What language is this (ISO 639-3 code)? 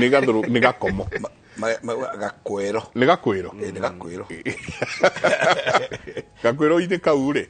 kik